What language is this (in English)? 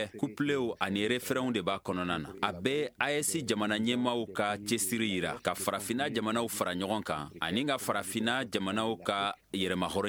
Bambara